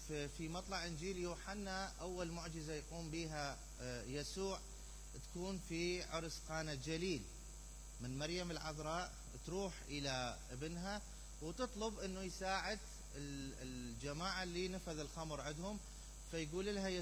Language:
Mesopotamian Arabic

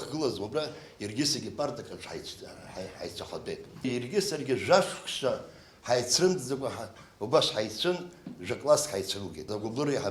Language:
Abkhazian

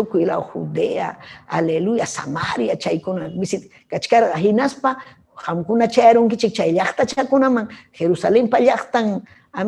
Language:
Ayacucho Quechua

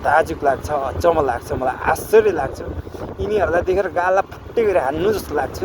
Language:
Nepali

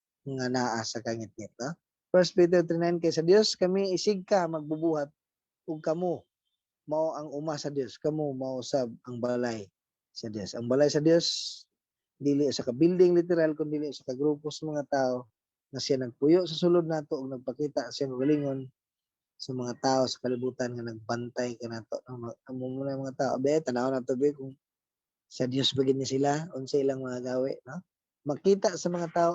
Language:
Cebuano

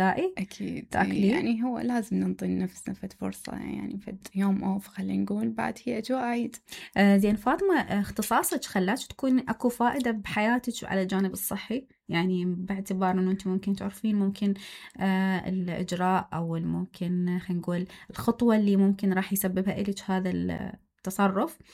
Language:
Mesopotamian Arabic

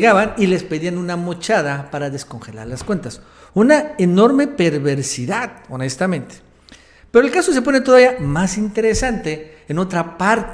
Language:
Spanish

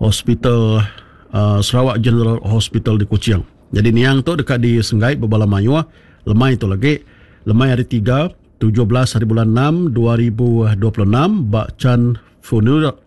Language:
Iban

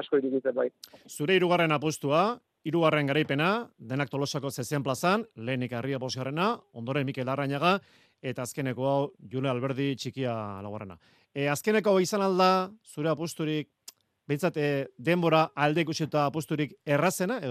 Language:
Basque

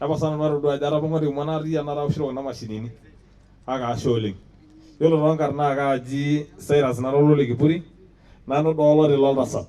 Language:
Masai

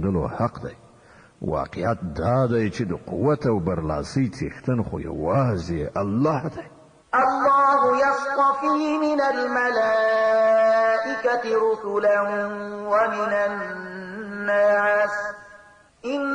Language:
Pashto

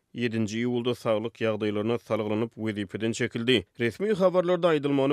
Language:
Turkmen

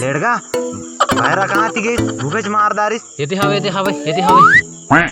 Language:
Chhattisgarhi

